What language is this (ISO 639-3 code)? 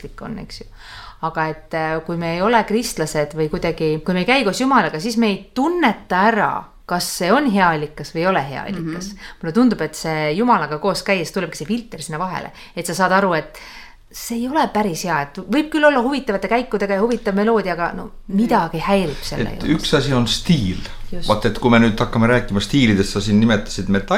est